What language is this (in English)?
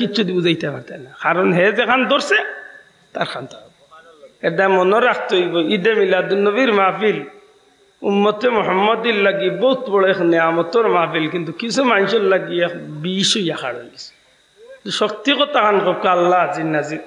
Sylheti